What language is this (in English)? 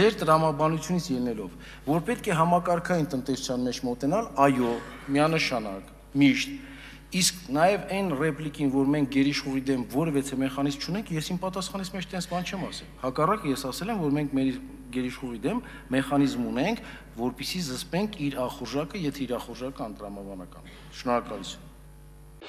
Armenian